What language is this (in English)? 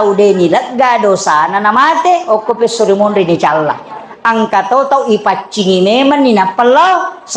Buginese